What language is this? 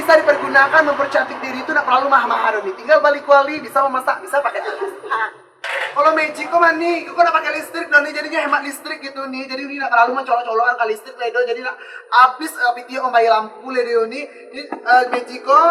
Minangkabau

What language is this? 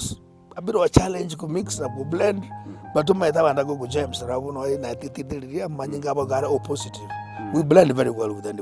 Gusii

